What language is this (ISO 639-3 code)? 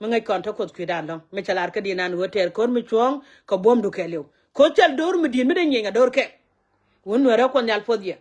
nus